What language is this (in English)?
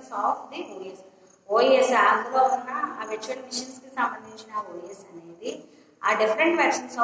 Telugu